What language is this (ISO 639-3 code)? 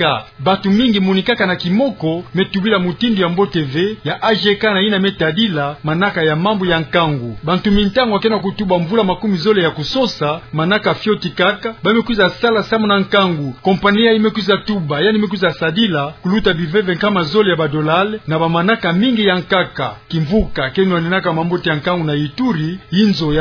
ktu